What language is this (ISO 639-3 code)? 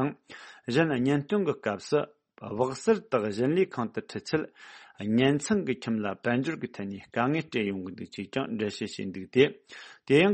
bod